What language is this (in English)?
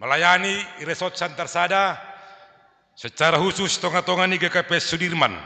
Batak Simalungun